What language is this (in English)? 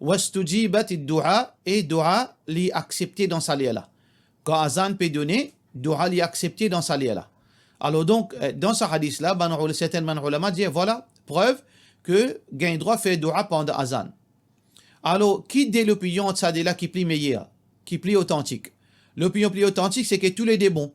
Morisyen